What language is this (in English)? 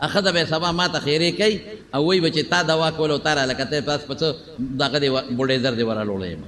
Pashto